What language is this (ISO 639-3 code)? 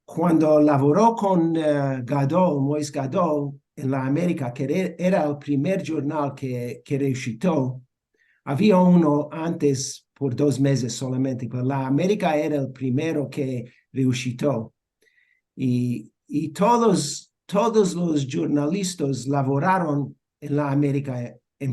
lad